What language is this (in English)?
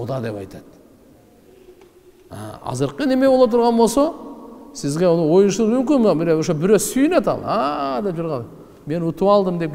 Kyrgyz